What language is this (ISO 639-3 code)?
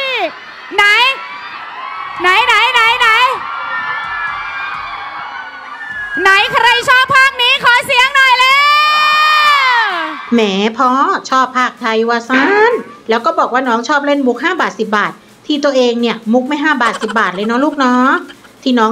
tha